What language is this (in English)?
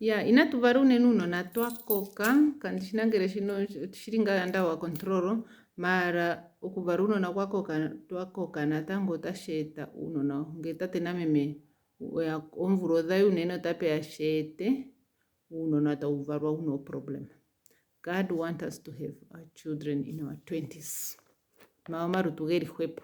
Ndonga